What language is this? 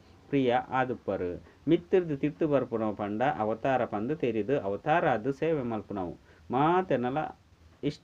Tulu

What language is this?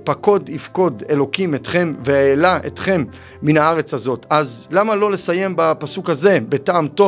Hebrew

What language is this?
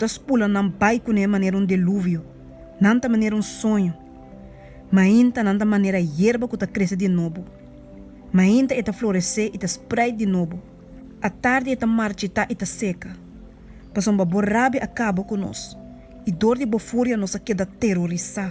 Papiamento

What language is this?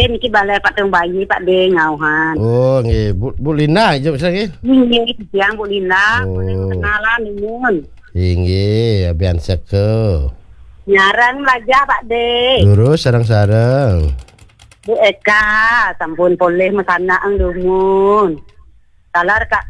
Balinese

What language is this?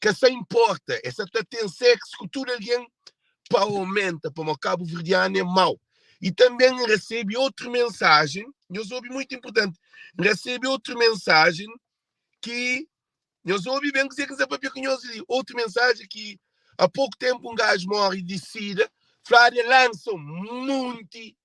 Kabuverdianu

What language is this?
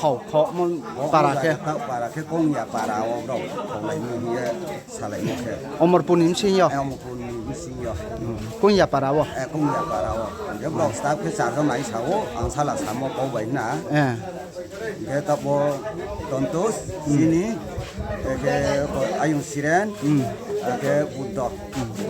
Riang (India)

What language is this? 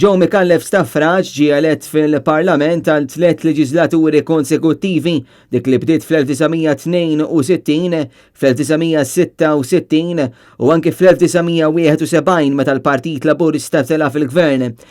Maltese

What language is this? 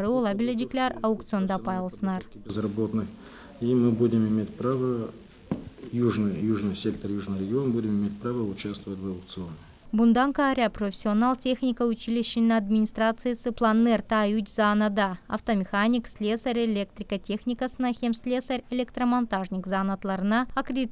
Gagauz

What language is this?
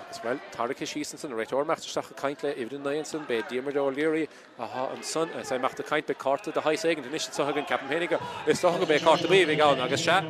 Irish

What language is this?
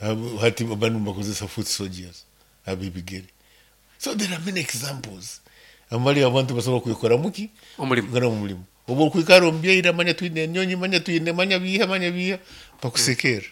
Nyoro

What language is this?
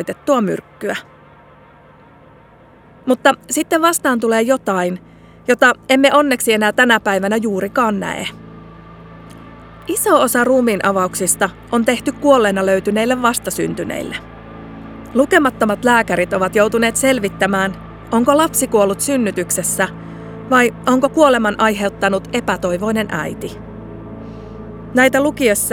Finnish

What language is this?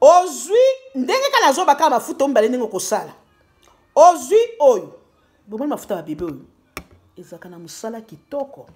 Lingala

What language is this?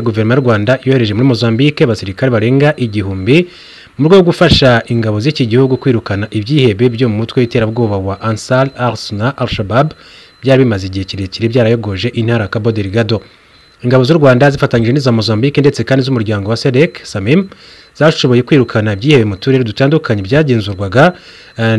Kinyarwanda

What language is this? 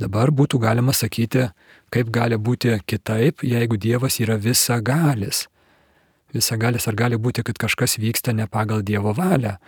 Lithuanian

